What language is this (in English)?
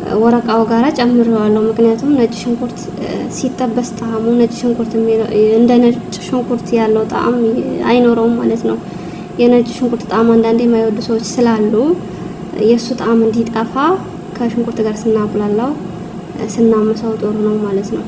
Amharic